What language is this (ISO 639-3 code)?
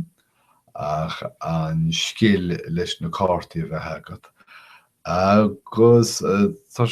gle